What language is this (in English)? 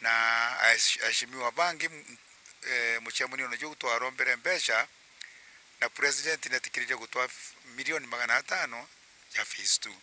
Meru